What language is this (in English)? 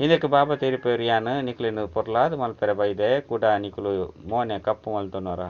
Tulu